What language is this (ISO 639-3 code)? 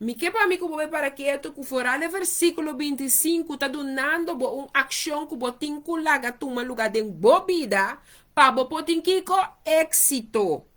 pap